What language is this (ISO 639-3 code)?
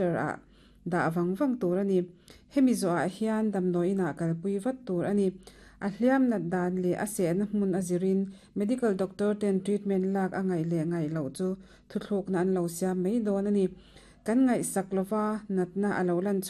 lus